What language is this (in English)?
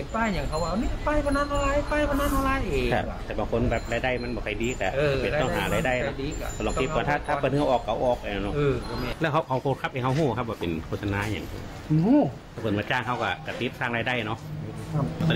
Thai